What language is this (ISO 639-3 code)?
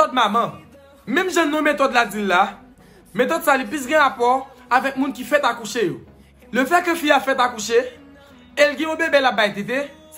hat